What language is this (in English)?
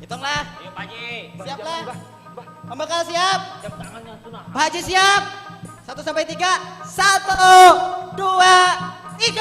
Banjar